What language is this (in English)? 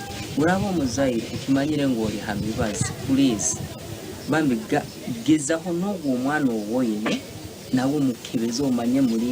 Nyankole